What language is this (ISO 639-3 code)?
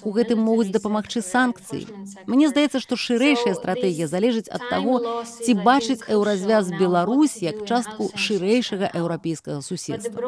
bel